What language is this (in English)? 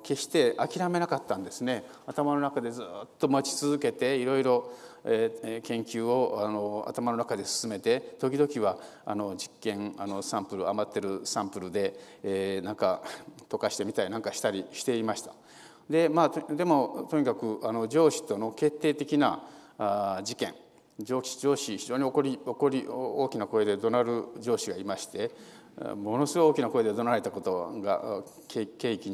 Japanese